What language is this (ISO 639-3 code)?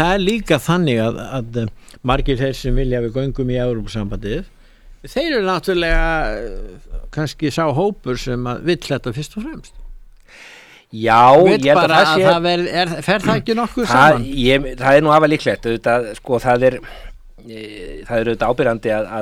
isl